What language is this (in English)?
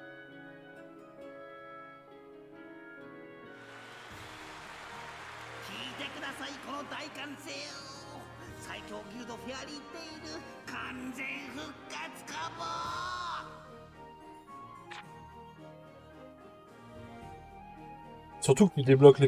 Japanese